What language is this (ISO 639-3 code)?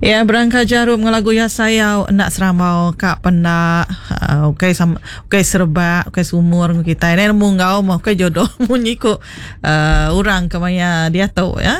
iba